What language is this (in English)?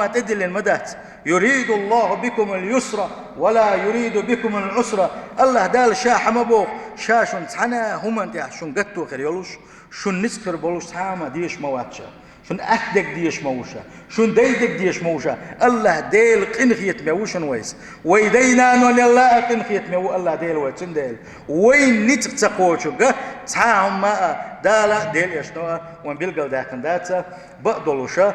Chechen